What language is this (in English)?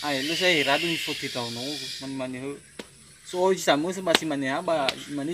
Nias